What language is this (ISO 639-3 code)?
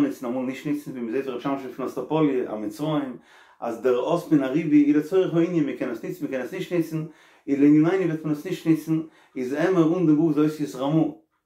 yid